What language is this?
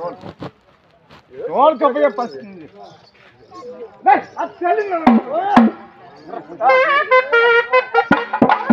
Tamil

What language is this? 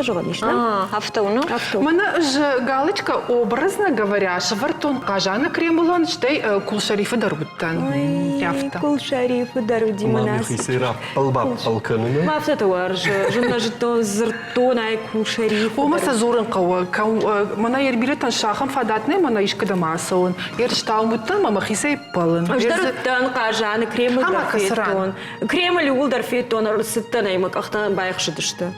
Ossetic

